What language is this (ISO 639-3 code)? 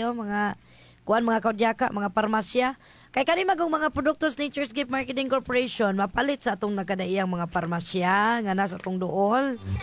ceb